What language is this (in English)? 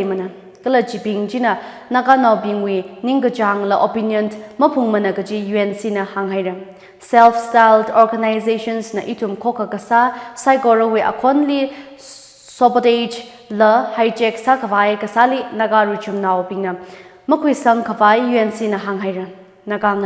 Tangkhul Naga (India)